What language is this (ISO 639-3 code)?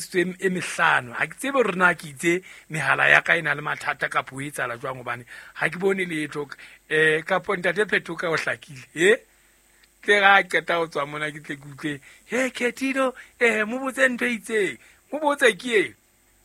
sot